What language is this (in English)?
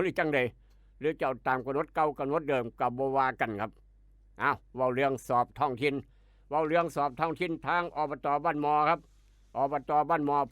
Northeastern Thai